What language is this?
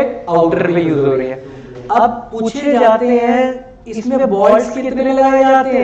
Hindi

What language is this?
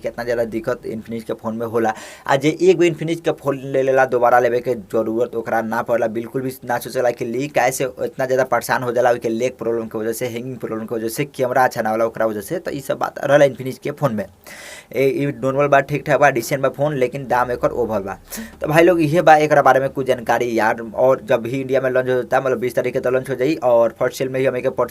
Bhojpuri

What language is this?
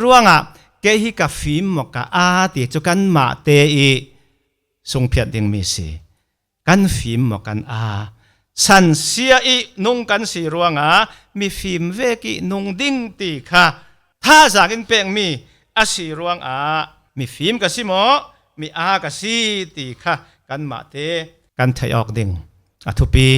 Falam Chin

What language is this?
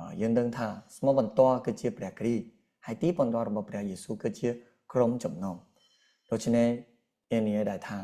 Khmer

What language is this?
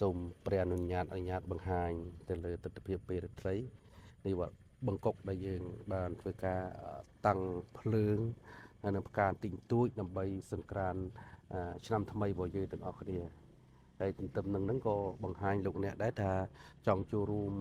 Khmer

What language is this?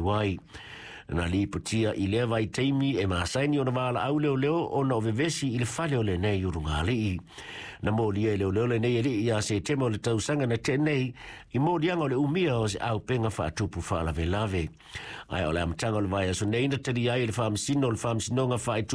Samoan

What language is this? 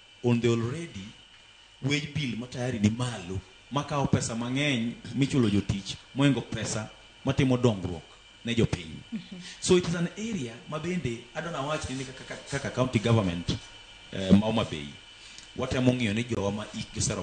Luo (Kenya and Tanzania)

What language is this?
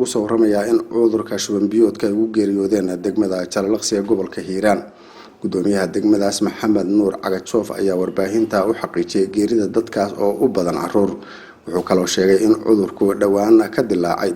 Somali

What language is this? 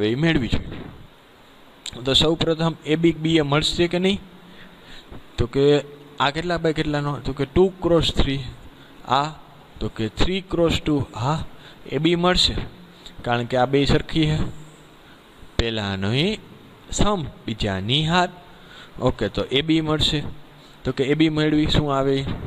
Gujarati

